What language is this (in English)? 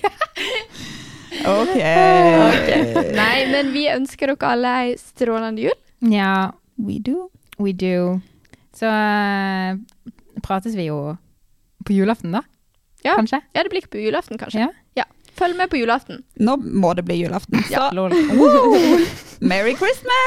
Norwegian